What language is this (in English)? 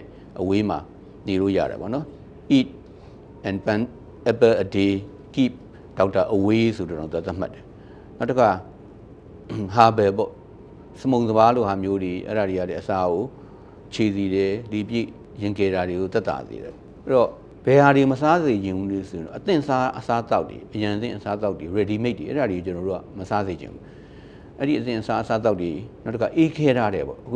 Burmese